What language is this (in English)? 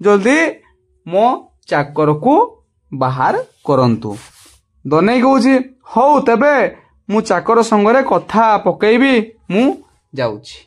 Odia